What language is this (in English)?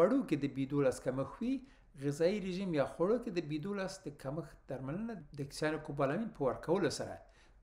Pashto